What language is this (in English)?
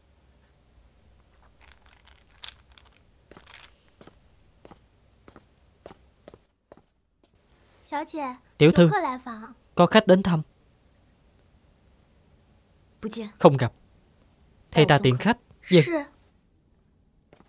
Vietnamese